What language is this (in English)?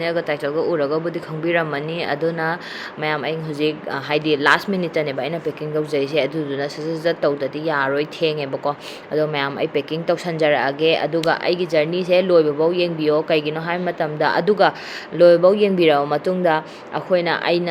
Manipuri